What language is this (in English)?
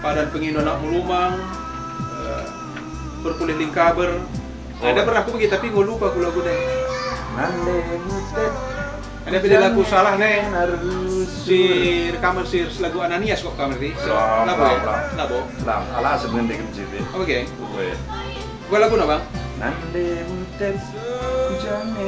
Batak Karo